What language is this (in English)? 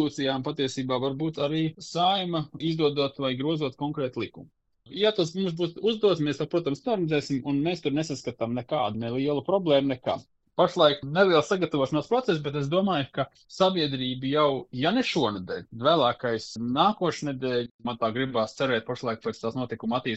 Latvian